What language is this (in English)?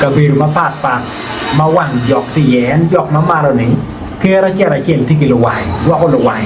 Acoli